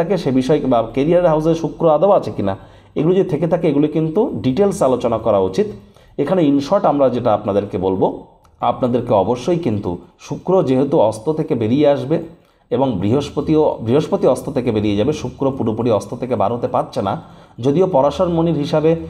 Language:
Bangla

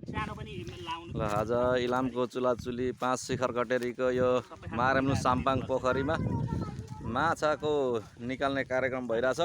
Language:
Nepali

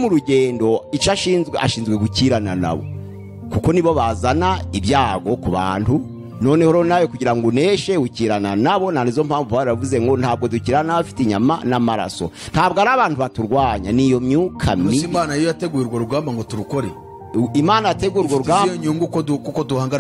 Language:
Kinyarwanda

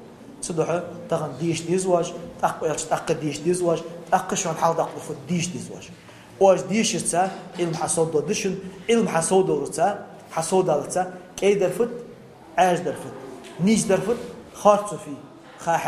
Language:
Ingush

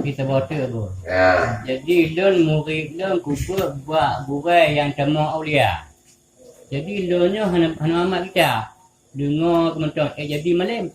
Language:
Achinese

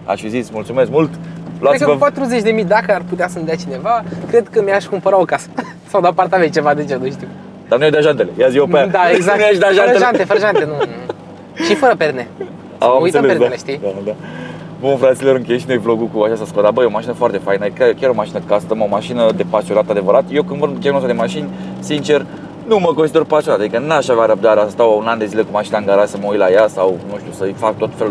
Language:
Romanian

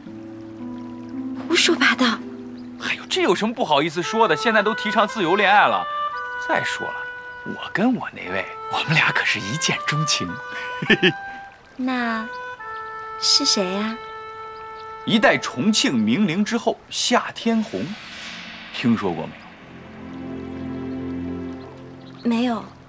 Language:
Chinese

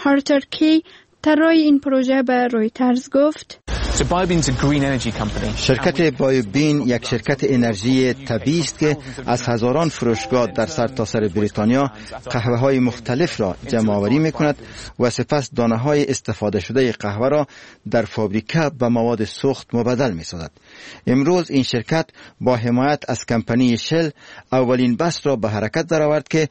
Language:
Persian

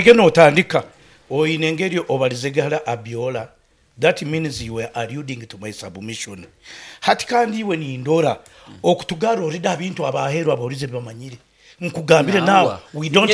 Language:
Nyankole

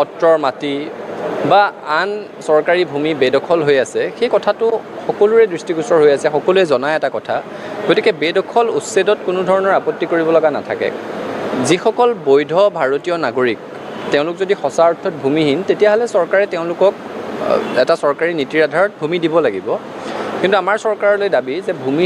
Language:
Assamese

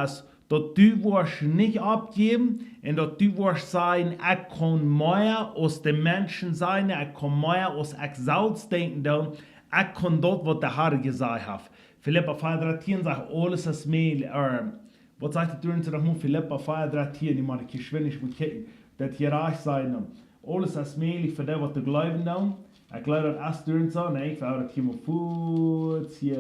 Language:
Plautdietsch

